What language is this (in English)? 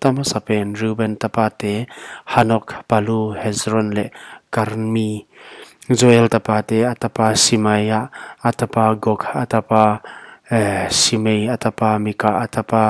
Paite Chin